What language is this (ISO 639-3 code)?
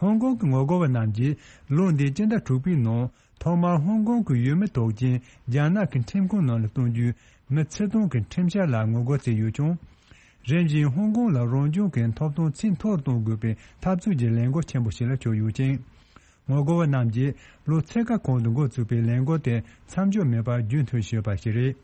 bod